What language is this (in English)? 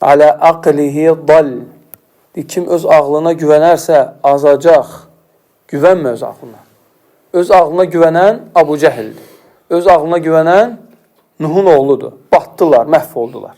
Azerbaijani